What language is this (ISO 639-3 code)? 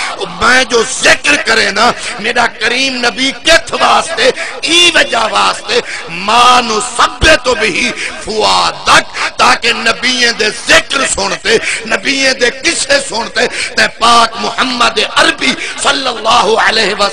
skr